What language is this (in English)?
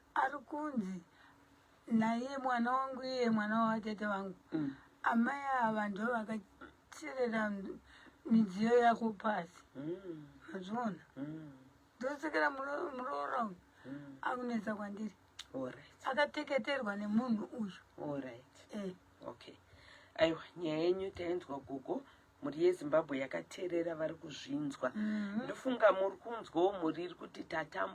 Shona